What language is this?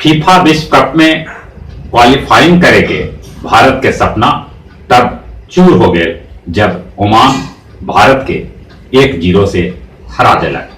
Magahi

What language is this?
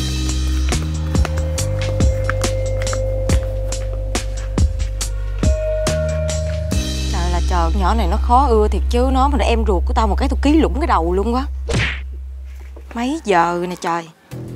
Vietnamese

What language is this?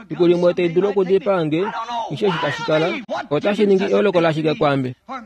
Kuanyama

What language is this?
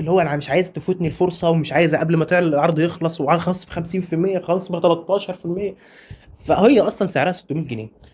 Egyptian Arabic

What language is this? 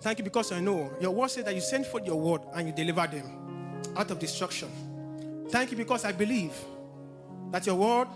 English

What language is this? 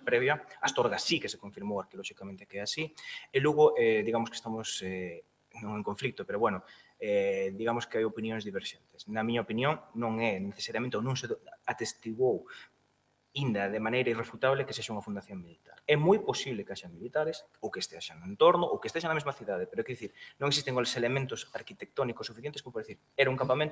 Galician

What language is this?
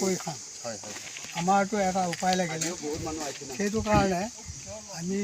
Assamese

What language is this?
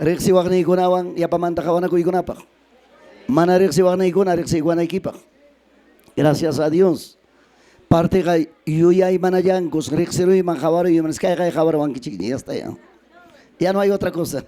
Ayacucho Quechua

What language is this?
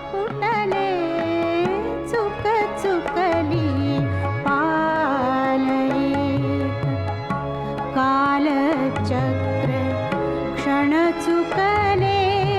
Marathi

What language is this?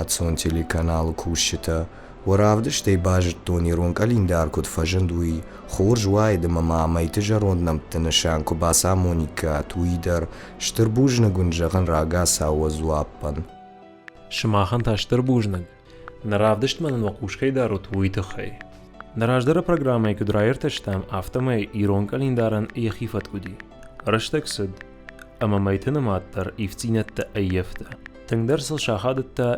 Ossetic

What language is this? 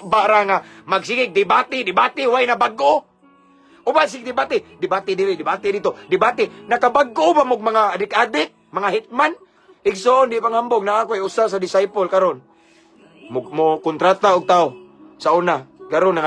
Cebuano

